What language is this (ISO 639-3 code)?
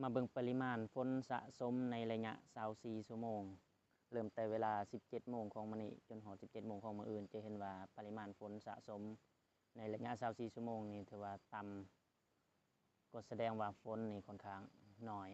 lao